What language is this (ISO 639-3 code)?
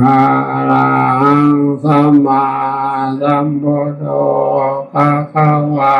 tts